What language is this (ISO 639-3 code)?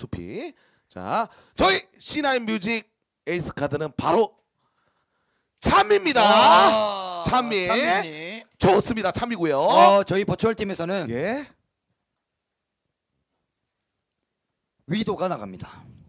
kor